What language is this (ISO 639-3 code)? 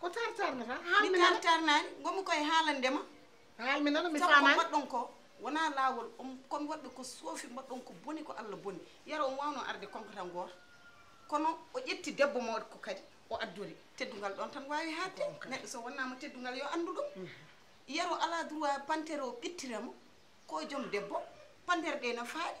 ful